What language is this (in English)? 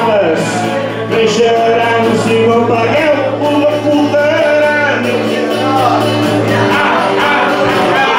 Catalan